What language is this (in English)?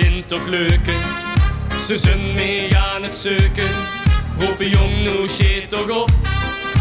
Limburgish